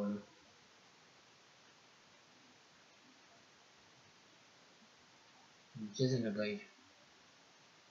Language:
Romanian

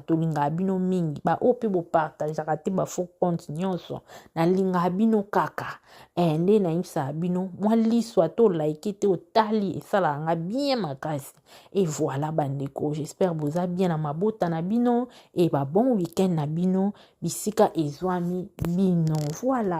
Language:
Lingala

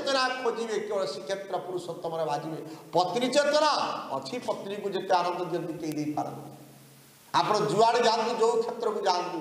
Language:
Odia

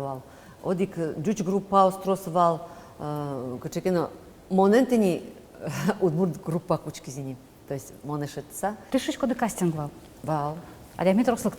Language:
Udmurt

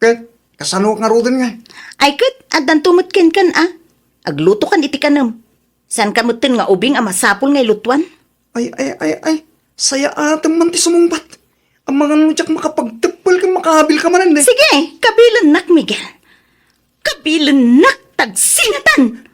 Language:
Iloko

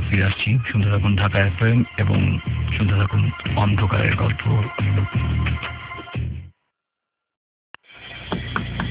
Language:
Bangla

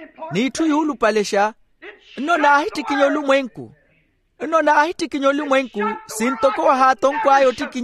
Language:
Makhuwa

